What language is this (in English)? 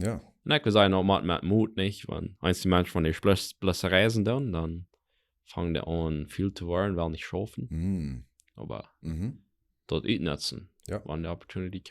Plautdietsch